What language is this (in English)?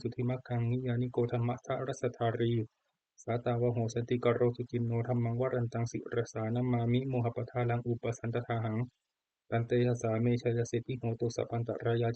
Pali